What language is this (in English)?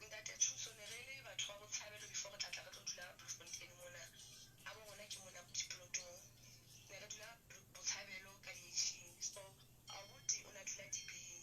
Southern Sotho